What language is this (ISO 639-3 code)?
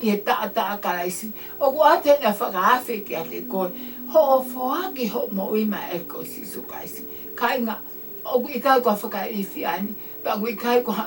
ton